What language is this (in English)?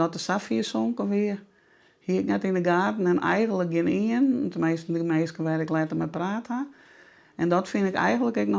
Western Frisian